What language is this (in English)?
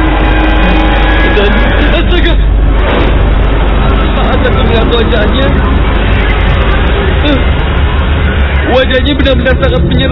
Indonesian